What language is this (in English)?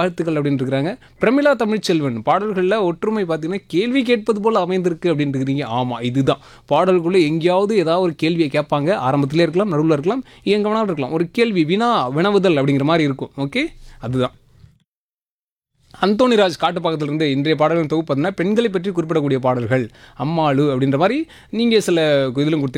Tamil